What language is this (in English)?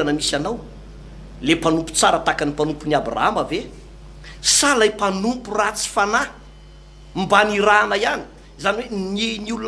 Malagasy